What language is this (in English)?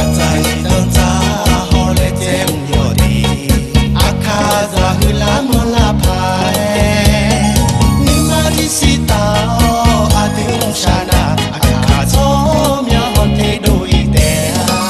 Akha